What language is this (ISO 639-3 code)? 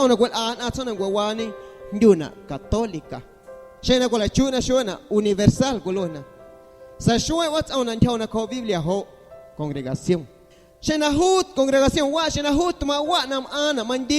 amu